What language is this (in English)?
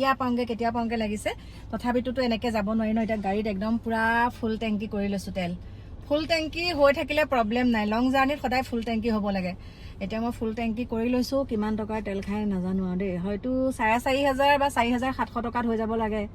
Assamese